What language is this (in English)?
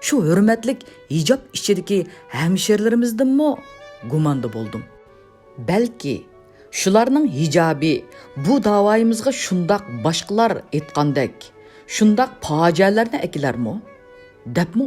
Uyghur